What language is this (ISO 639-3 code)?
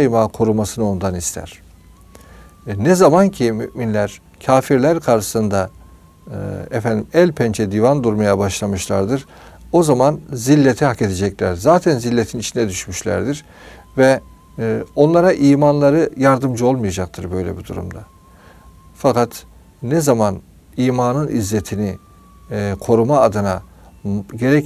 tur